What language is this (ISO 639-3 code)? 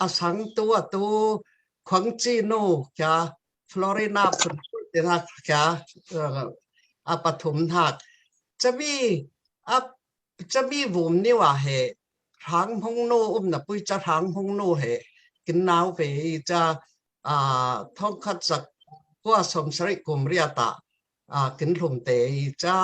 cfm